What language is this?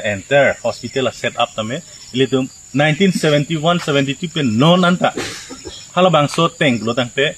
Karbi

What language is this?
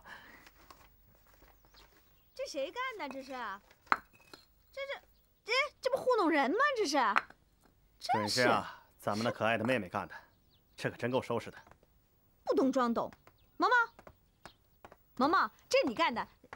Chinese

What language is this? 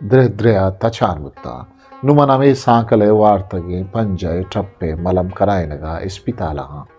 Eastern Balochi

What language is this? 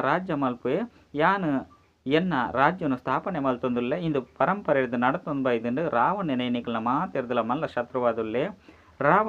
Tulu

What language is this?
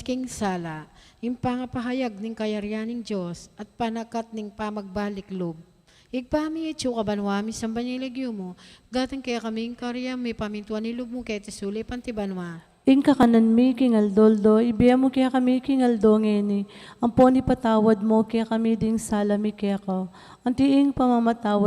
Pampanga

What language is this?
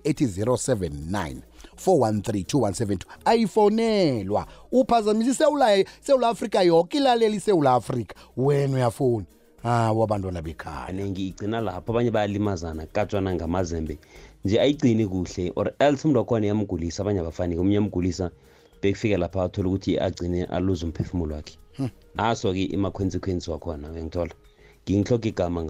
South Ndebele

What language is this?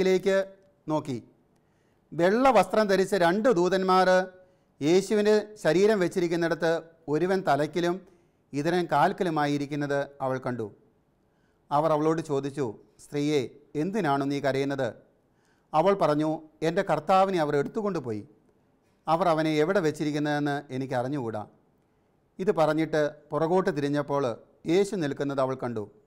Malayalam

